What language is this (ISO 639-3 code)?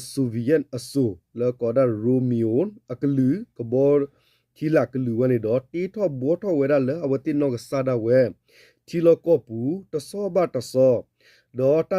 ksw